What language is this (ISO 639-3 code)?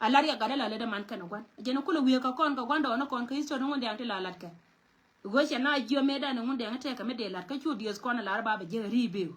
nus